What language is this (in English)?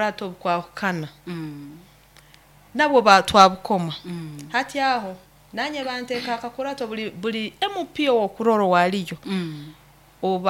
Nyoro